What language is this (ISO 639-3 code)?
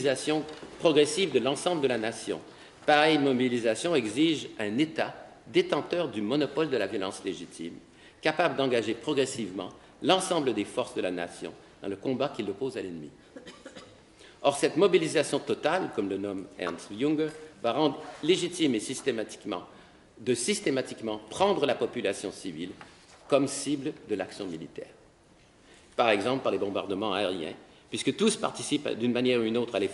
fra